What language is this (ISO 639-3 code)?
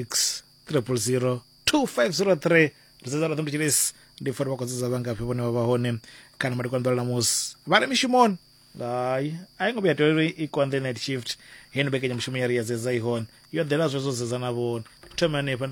ven